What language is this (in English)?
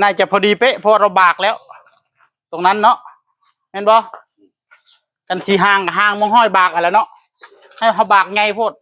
Northeastern Thai